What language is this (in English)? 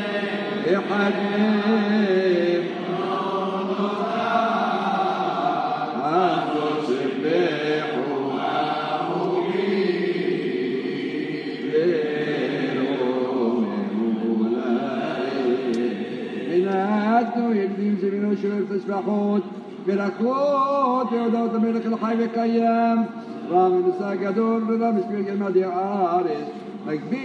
Hebrew